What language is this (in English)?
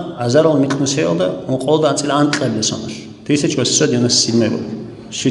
Avaric